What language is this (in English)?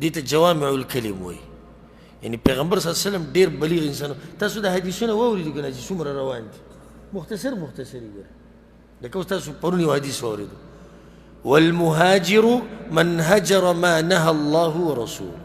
Pashto